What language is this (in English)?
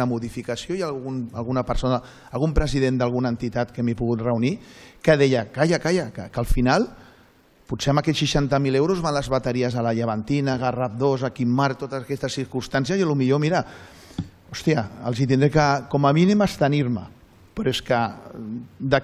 Catalan